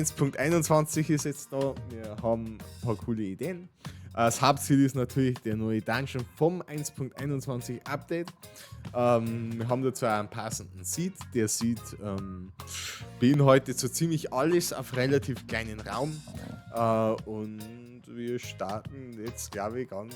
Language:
Bavarian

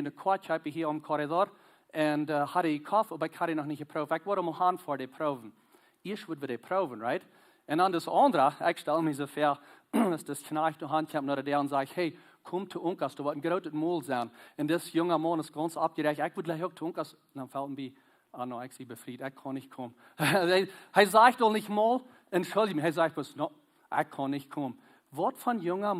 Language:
Plautdietsch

